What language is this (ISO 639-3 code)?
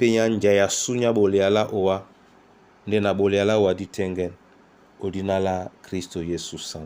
dua